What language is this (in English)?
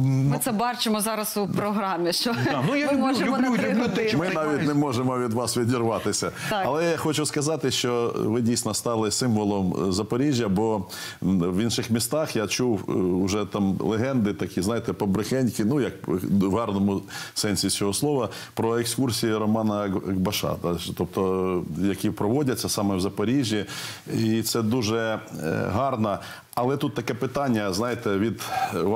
Ukrainian